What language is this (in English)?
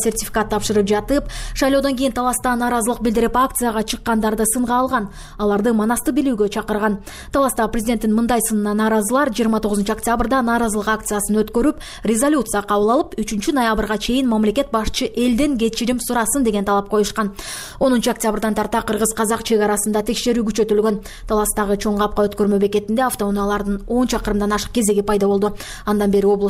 Kyrgyz